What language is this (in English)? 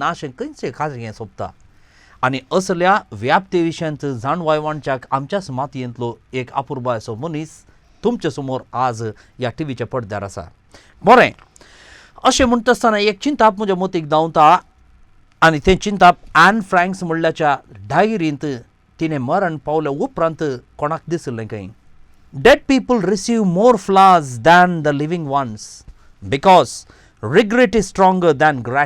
Konkani